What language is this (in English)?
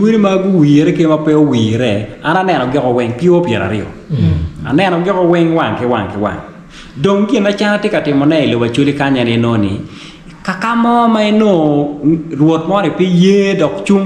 Acoli